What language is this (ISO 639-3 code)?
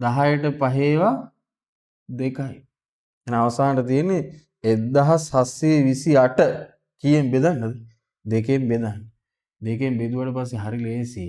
sin